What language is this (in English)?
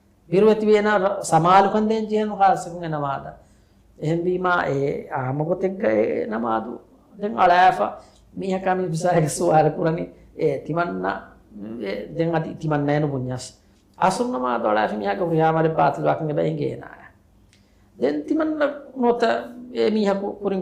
Divehi